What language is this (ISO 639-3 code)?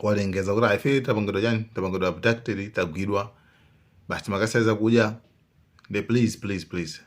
nya